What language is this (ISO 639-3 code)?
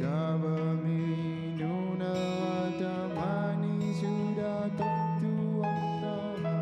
kal